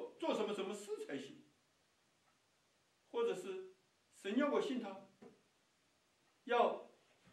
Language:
Chinese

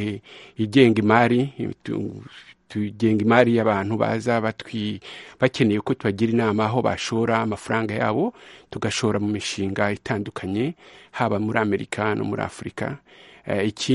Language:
Kinyarwanda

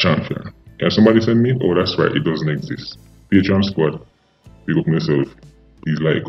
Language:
Jamaican Creole English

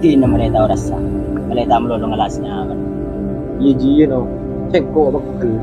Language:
Madurese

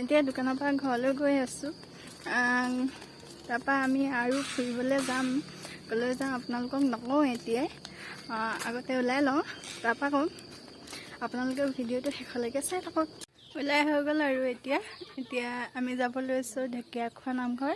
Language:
Assamese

